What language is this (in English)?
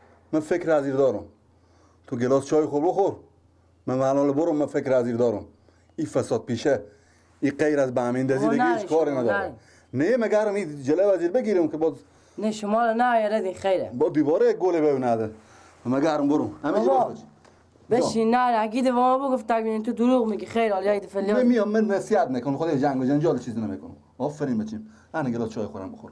Persian